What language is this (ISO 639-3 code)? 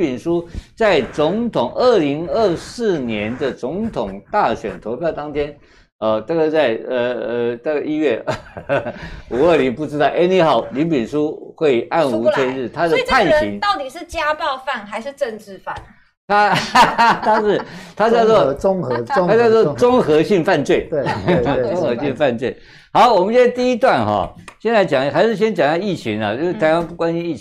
zho